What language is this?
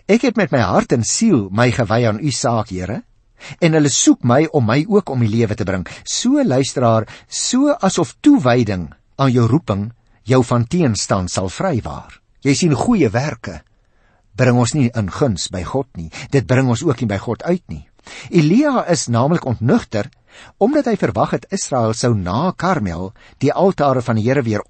Afrikaans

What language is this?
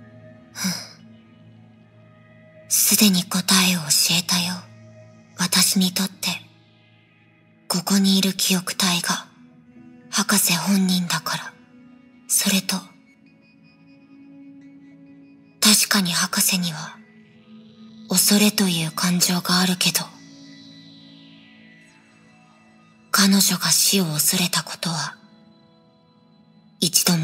Japanese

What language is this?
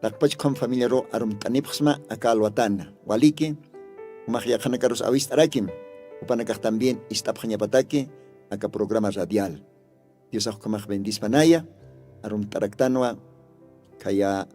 Aymara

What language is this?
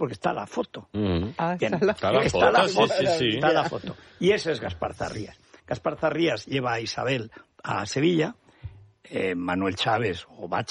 Spanish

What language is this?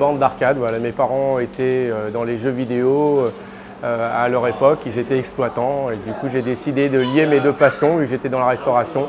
French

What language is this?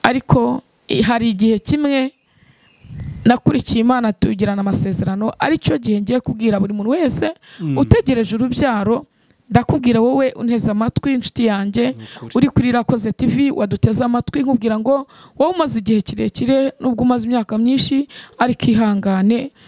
Kinyarwanda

